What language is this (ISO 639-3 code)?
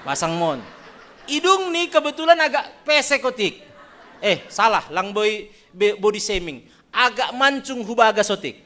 bts